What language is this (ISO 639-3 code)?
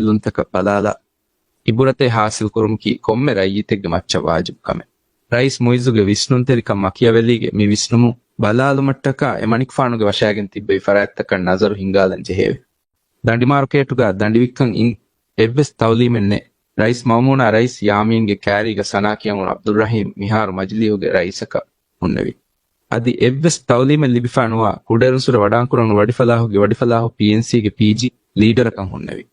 div